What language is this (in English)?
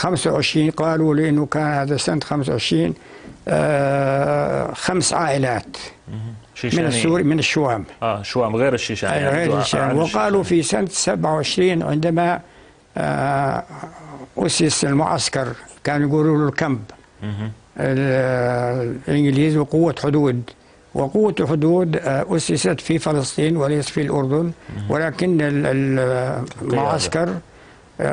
North Levantine Arabic